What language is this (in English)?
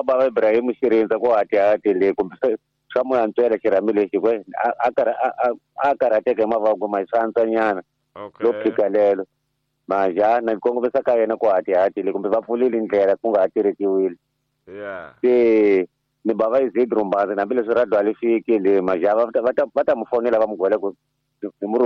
Tsonga